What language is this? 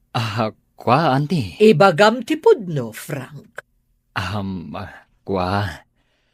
Iloko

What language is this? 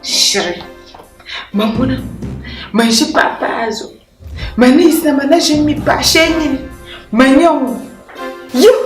Dagbani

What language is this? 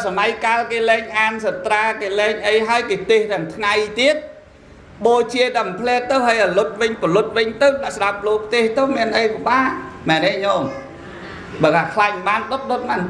Khmer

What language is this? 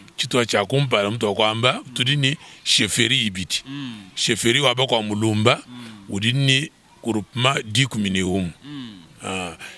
Luba-Lulua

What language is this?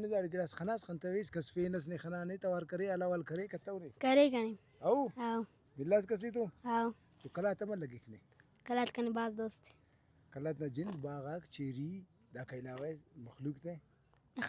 Brahui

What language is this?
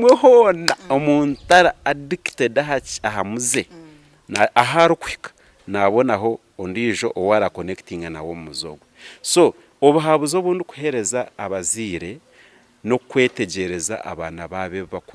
Nyankole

